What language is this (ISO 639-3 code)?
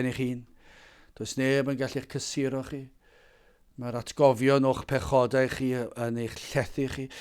cym